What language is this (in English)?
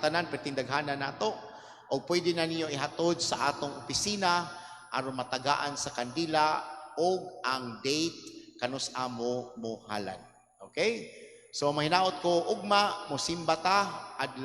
Cebuano